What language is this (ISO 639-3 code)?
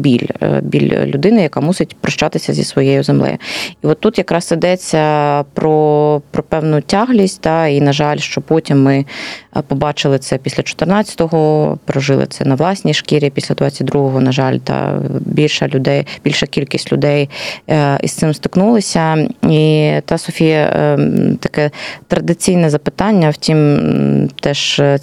ukr